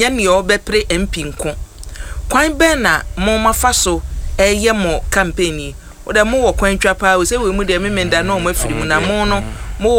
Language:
Akan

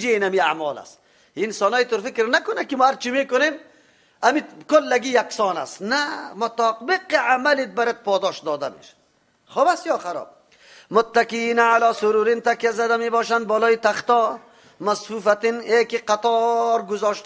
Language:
Persian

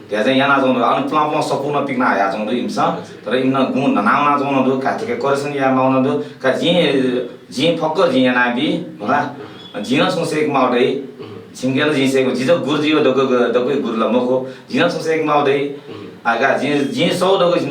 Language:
Newari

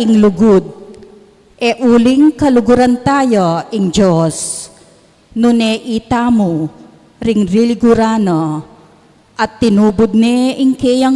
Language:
Pampanga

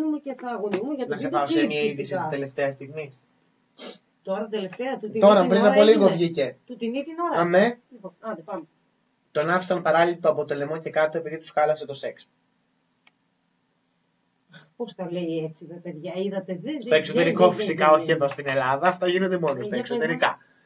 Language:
Greek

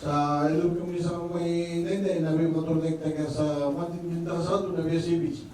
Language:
Fijian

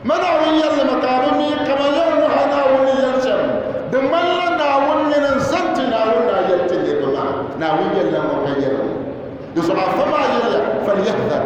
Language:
Dagbani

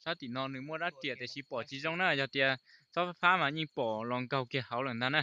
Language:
Hmong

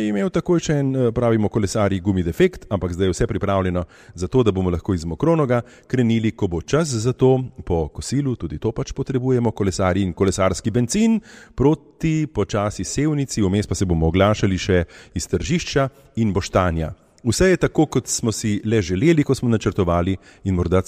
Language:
Slovenian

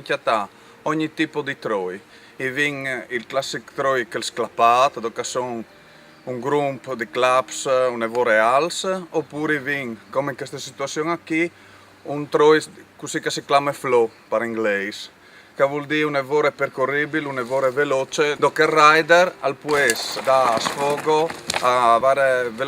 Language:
Friulian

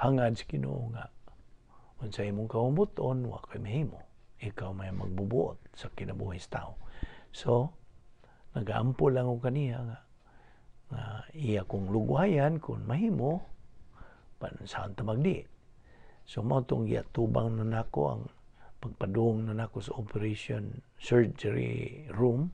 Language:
Cebuano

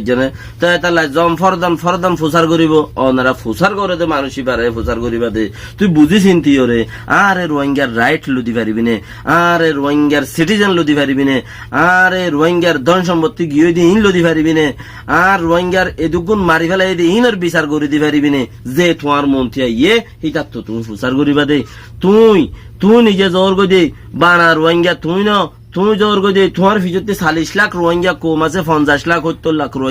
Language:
Rohingya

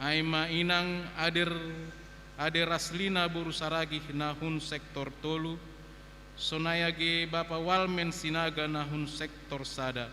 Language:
Batak Simalungun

